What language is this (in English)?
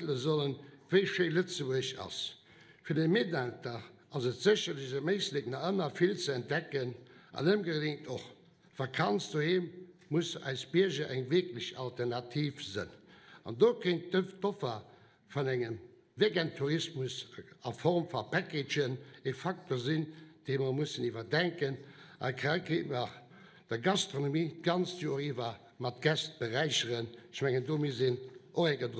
Luxembourgish